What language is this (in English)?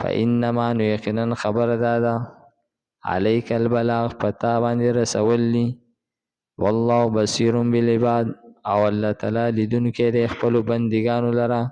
Pashto